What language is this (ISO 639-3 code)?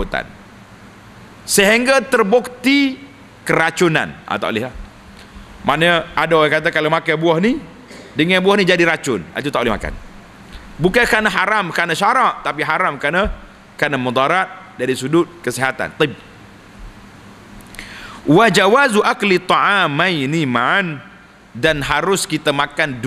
msa